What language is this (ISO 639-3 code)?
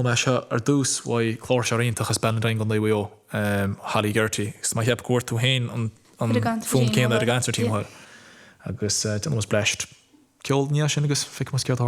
gle